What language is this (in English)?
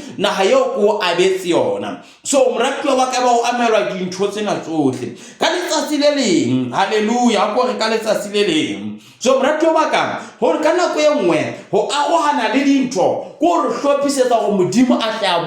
Southern Sotho